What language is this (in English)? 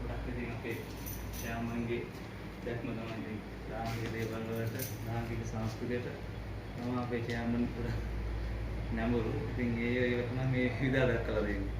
Sinhala